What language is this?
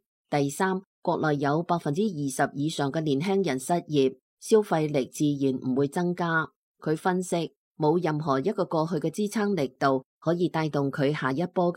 Cantonese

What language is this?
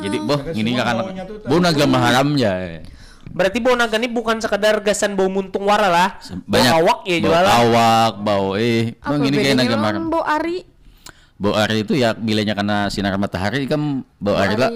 Banjar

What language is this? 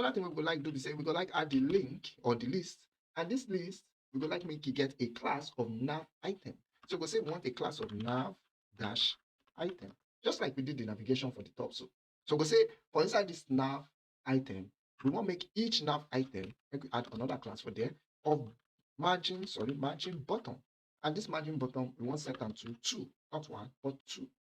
Nigerian Pidgin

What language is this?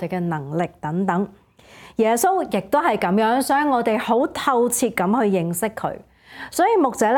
Cantonese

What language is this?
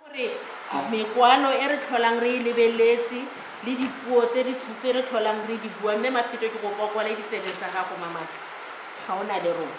Tswana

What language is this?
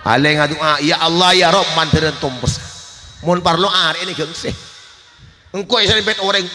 Madurese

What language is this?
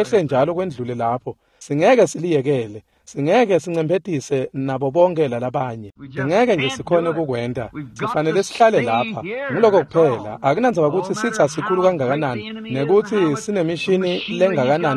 Swati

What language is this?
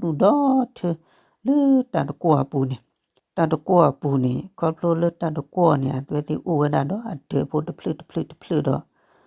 S'gaw Karen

